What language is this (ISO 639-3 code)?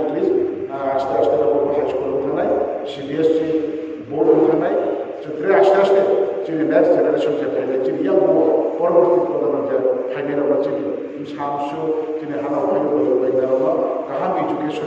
ria